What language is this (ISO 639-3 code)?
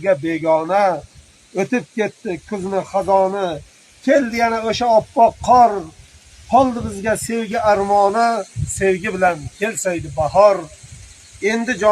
uzb